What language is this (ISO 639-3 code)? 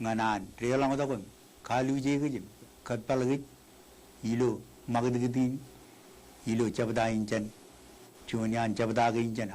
mah